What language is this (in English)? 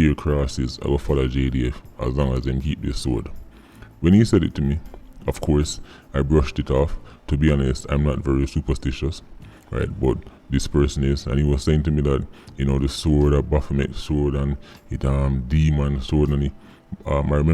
Jamaican Creole English